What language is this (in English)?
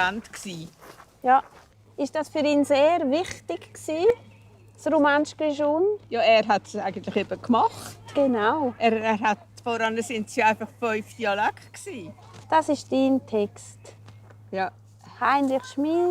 Romansh